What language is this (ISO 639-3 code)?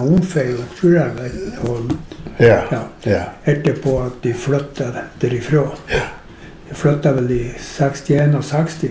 nor